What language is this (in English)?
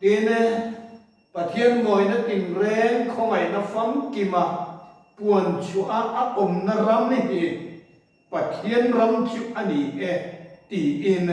Mizo